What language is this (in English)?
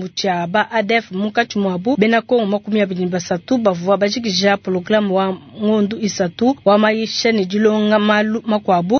Luba-Lulua